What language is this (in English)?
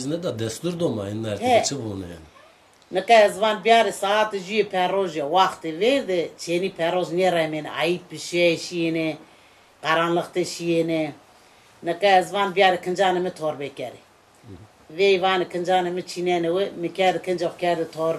Zaza